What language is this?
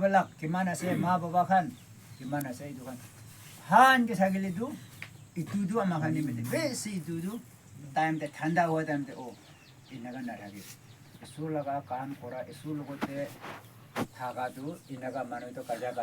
Naga Pidgin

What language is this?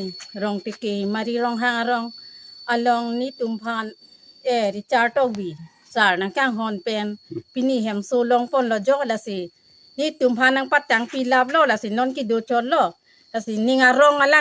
Karbi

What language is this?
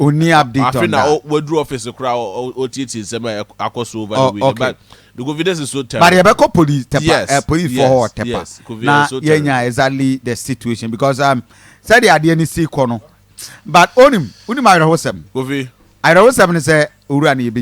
Akan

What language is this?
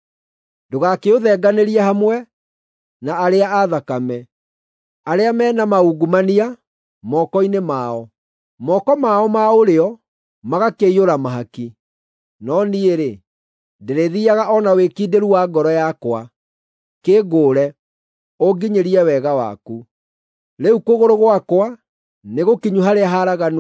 Kikuyu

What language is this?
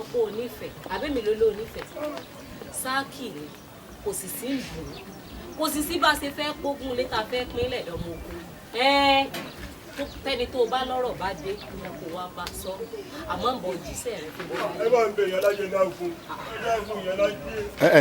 Yoruba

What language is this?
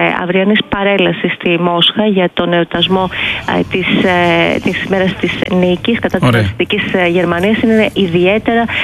Greek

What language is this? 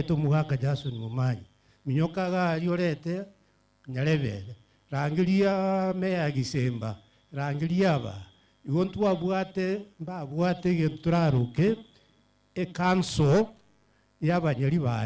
Gusii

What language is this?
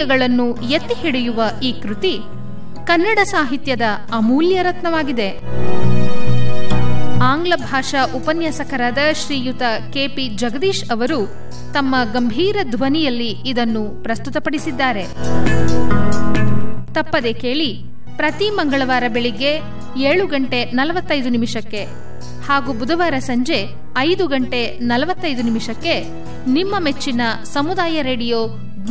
Kannada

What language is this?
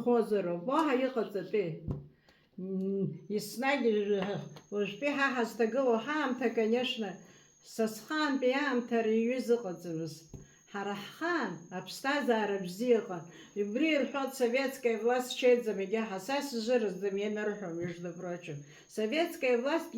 Abkhazian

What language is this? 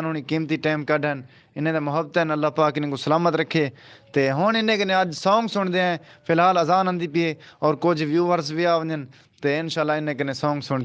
Saraiki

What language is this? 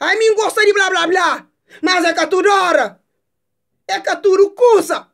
Kabuverdianu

